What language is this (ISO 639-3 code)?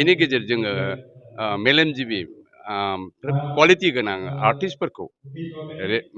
brx